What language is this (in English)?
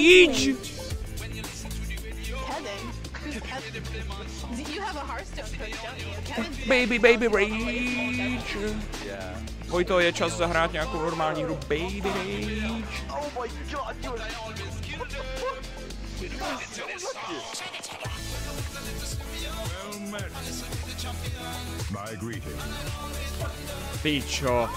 Czech